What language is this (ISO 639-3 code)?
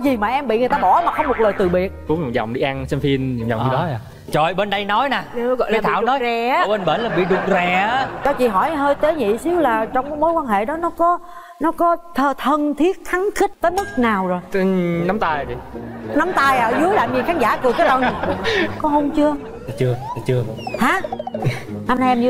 vie